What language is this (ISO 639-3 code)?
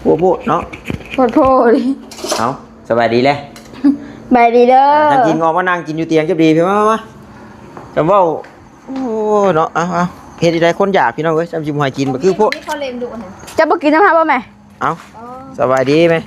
tts